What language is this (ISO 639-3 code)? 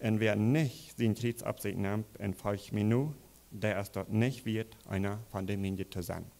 pdt